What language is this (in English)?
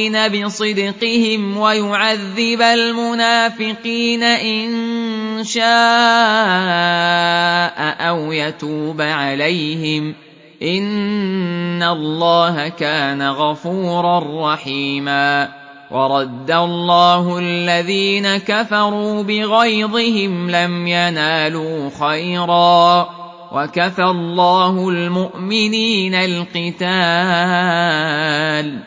Arabic